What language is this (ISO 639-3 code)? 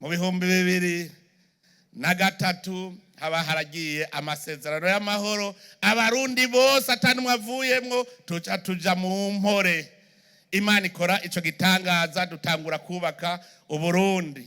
run